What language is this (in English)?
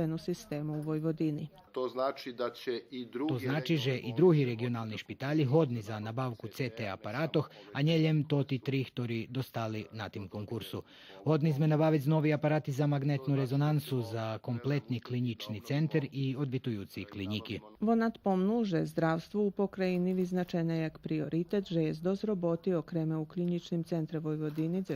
Rusyn